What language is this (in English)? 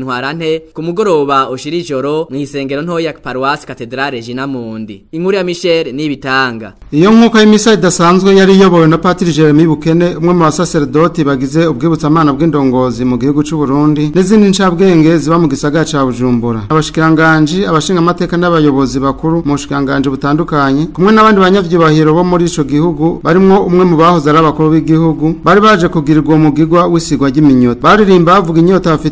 Rundi